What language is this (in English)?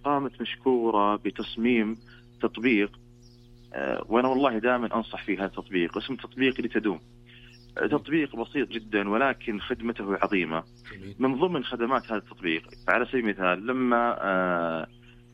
Najdi Arabic